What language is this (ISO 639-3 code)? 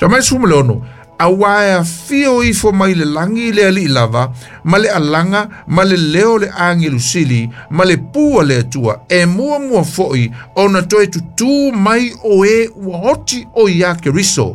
smo